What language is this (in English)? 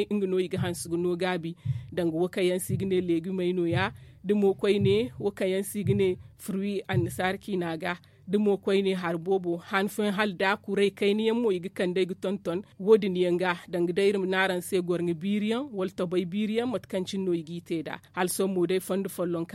Zarma